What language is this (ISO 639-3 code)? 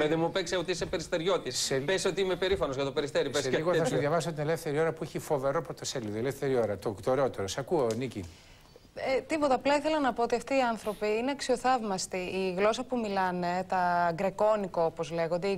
ell